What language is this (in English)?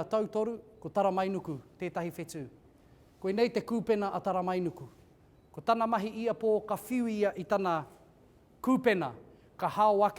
Māori